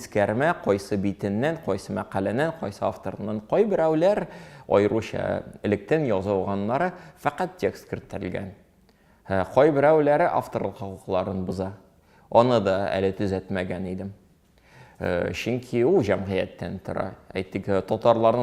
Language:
Tatar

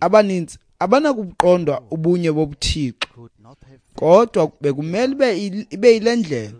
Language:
Xhosa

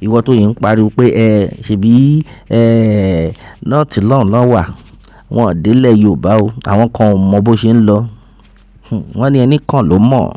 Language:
Yoruba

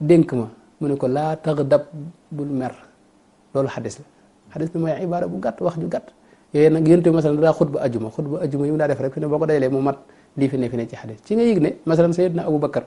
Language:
Wolof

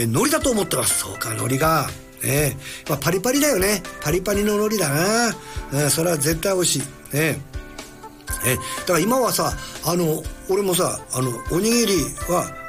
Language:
Japanese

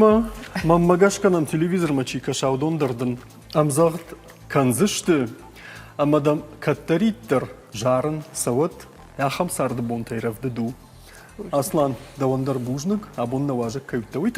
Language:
Ossetic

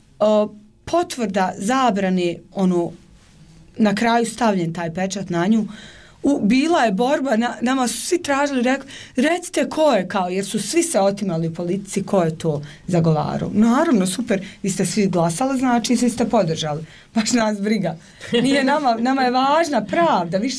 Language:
Bosnian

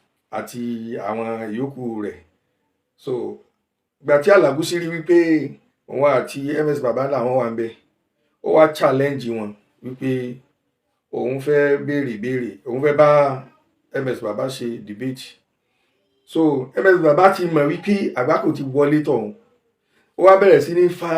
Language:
Yoruba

